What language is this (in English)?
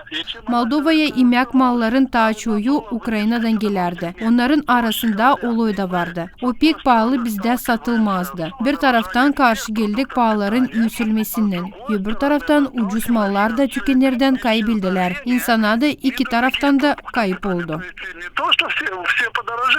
Gagauz